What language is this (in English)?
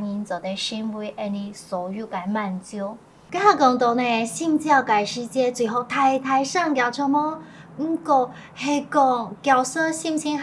Hakka Chinese